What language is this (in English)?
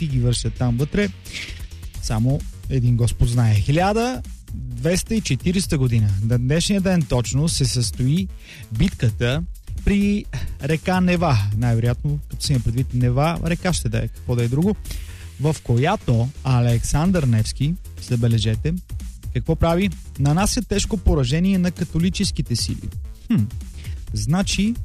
Bulgarian